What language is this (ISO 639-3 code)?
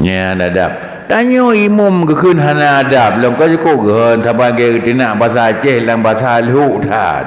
ace